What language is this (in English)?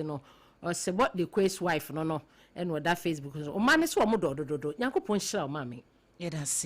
Akan